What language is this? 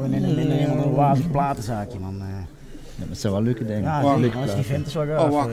Limburgish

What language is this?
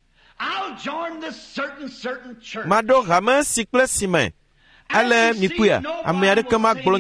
Ewe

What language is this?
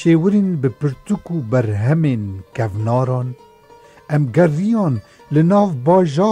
Kurdish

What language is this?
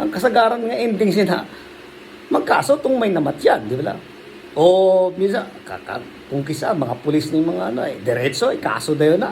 Hiligaynon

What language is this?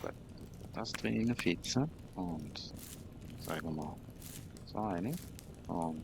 Swiss German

